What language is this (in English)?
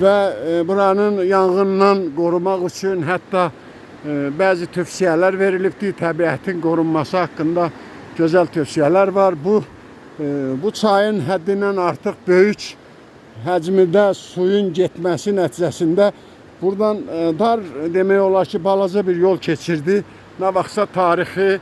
Azerbaijani